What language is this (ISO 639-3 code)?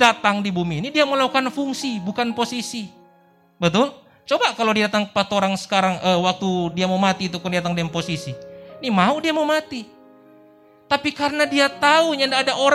ind